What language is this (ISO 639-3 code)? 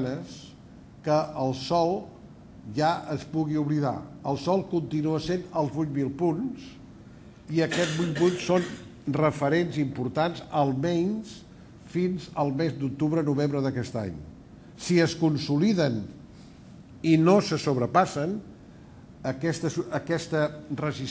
cat